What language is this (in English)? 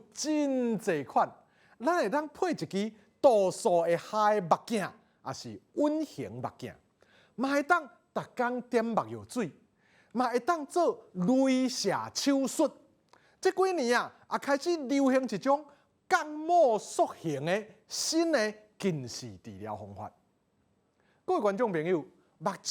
Min Nan Chinese